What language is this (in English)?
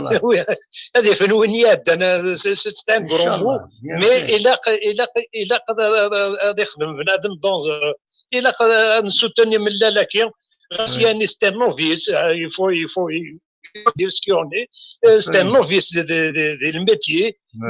Algerian Arabic